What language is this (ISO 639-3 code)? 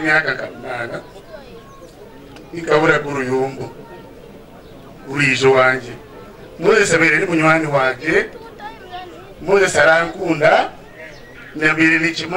kin